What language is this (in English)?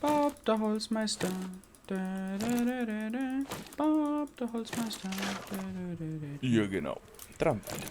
Bavarian